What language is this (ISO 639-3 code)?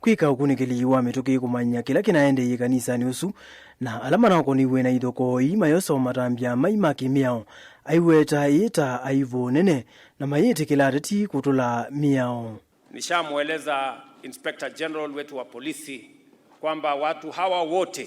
kam